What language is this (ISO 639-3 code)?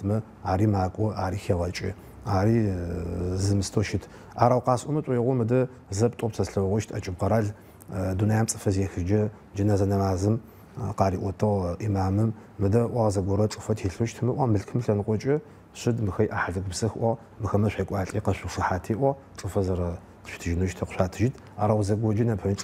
ady